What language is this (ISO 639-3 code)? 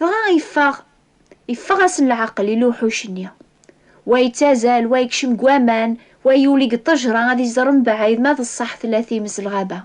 kab